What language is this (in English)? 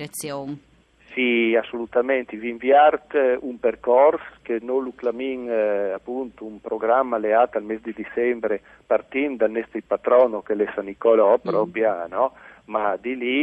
Friulian